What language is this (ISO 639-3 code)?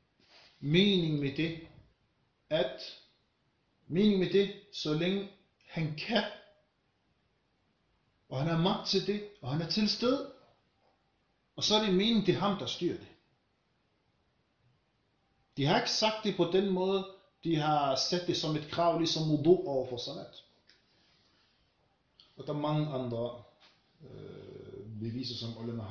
dan